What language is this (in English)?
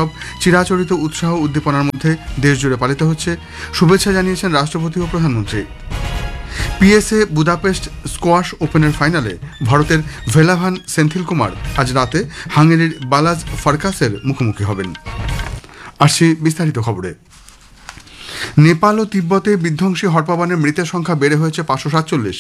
Bangla